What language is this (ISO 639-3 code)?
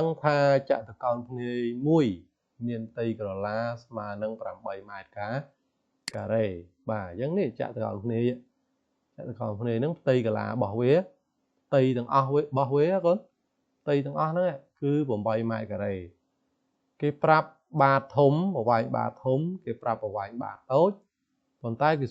khm